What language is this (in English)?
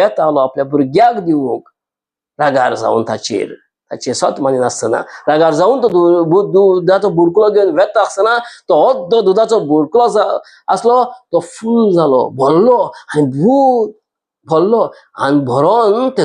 Konkani